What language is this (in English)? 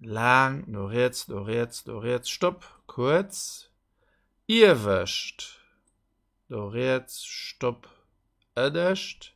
Luxembourgish